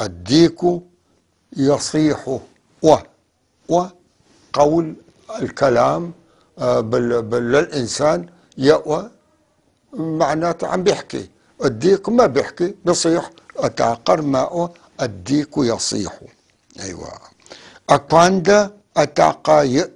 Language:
North Levantine Arabic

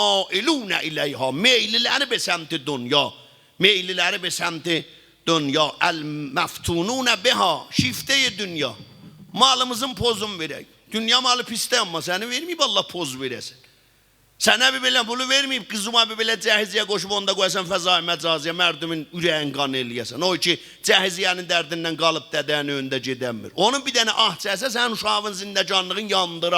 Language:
South Azerbaijani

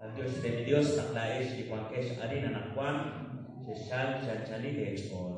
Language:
Kekchí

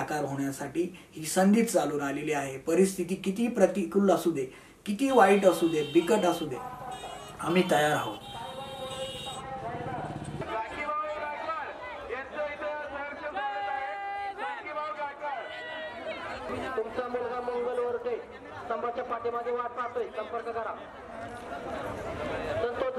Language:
Marathi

